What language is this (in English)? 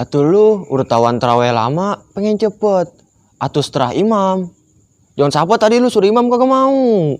Betawi